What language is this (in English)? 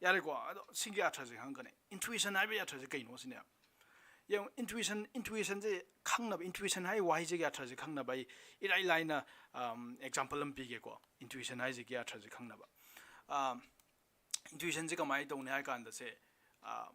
Manipuri